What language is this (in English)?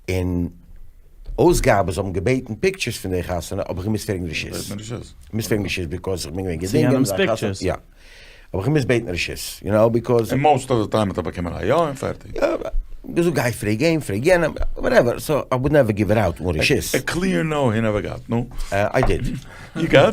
Yiddish